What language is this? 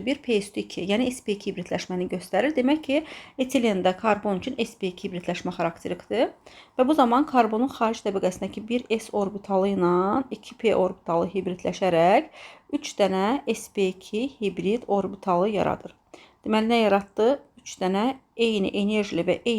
Azerbaijani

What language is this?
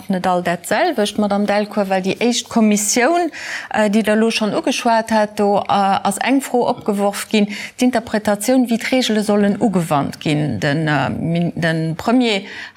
Luxembourgish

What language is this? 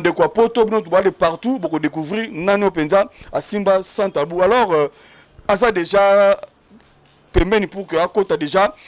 Lingala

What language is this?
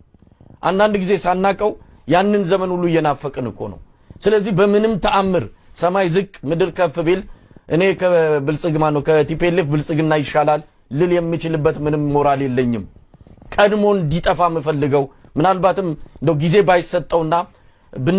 Amharic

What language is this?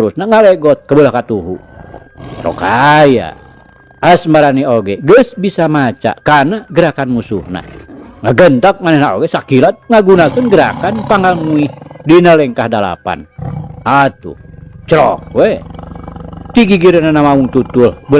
Sundanese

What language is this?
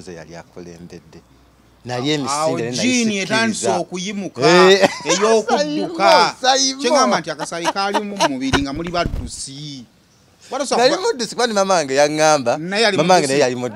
Ganda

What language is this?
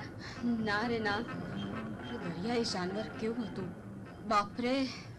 Gujarati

